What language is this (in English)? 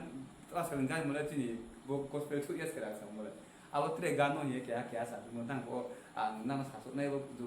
Riang (India)